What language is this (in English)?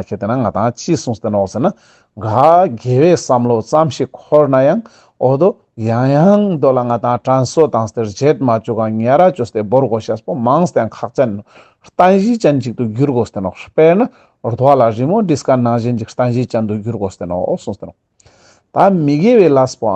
Ladakhi